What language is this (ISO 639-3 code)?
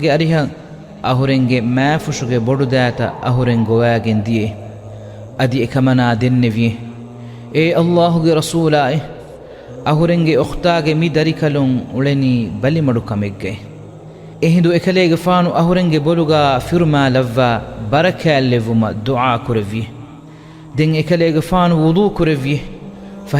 div